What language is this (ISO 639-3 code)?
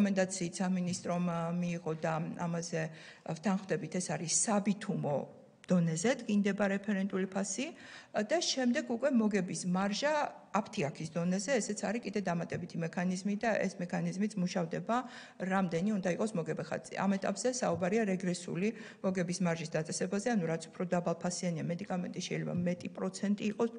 kat